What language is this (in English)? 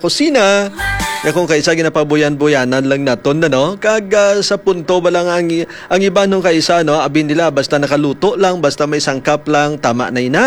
Hiligaynon